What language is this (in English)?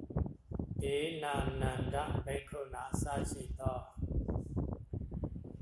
Burmese